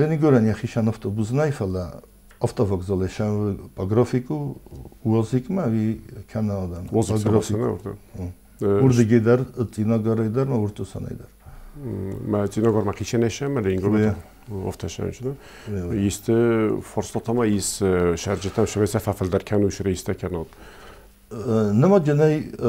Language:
Ossetic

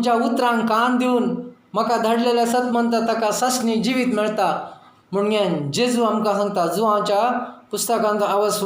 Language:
Konkani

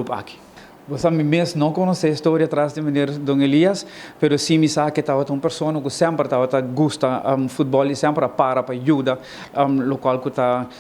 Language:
Papiamento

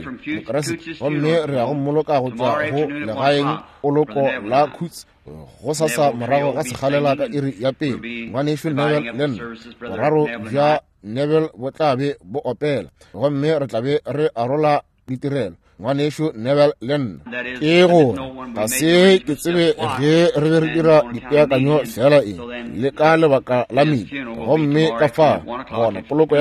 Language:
Northern Sotho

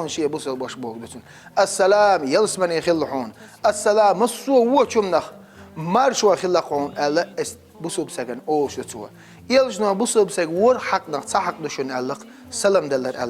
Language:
Chechen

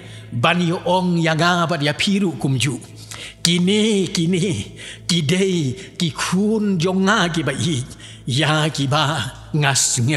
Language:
Khasi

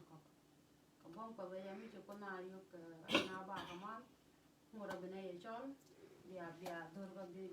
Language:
Nuer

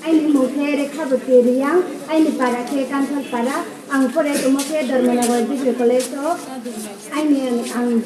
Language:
Riang (India)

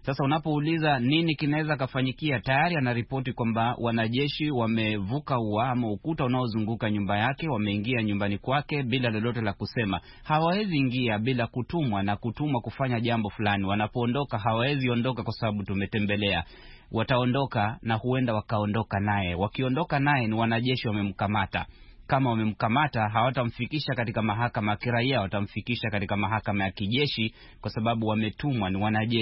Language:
Swahili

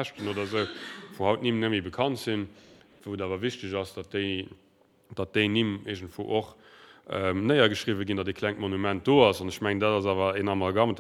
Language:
Luxembourgish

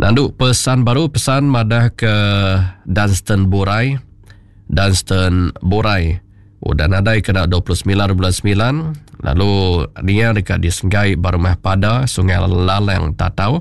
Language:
Iban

